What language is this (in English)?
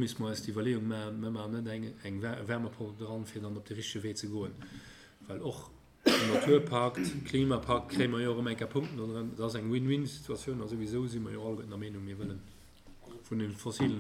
Luxembourgish